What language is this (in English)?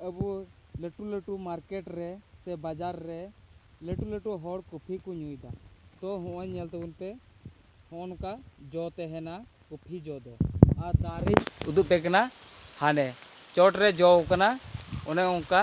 Santali